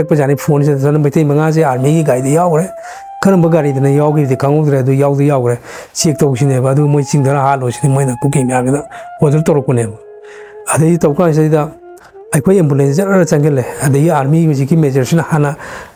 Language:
Manipuri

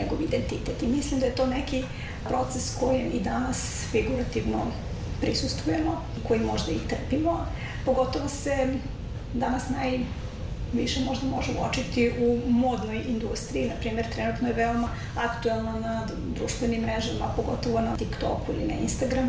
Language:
Serbian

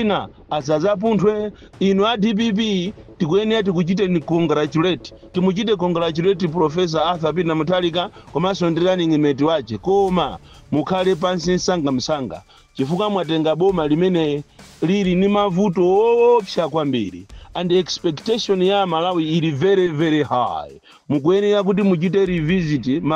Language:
Nyanja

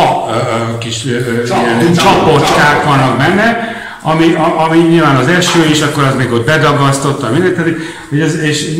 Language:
Hungarian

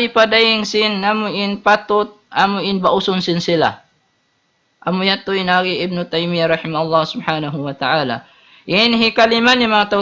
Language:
Tausug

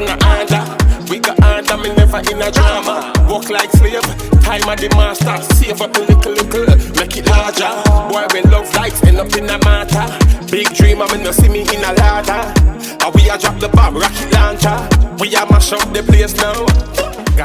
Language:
Jamaican Creole English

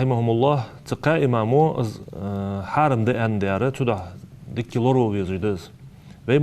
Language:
Ingush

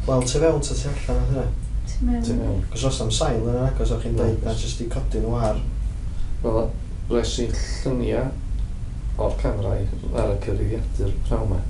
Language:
Welsh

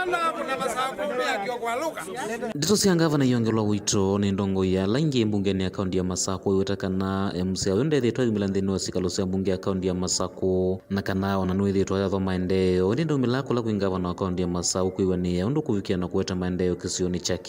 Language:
Kamba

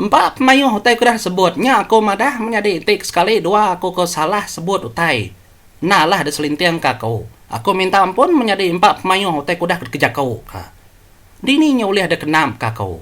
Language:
Iban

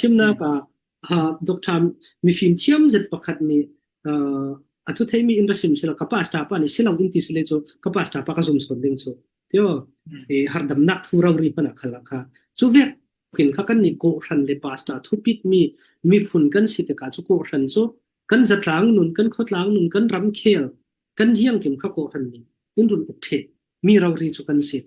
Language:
Falam Chin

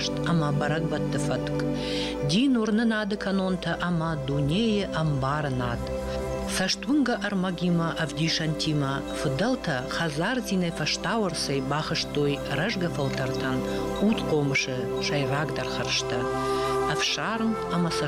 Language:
Ossetic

